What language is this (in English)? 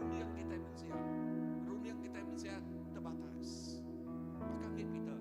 Iban